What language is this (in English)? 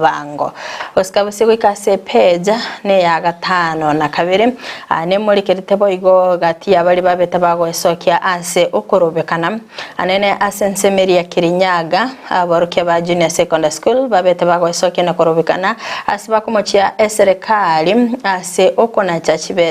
Gusii